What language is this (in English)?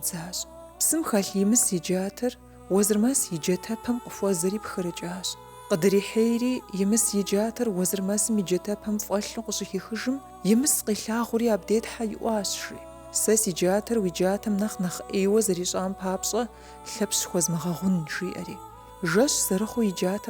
Kabardian